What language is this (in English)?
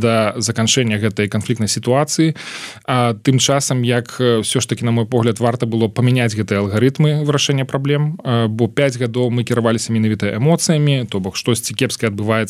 Belarusian